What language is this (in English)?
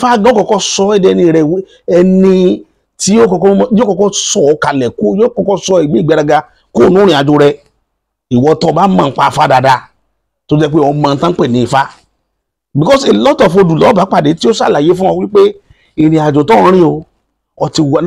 Yoruba